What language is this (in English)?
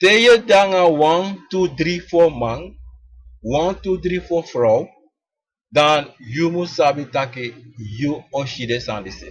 Sranan Tongo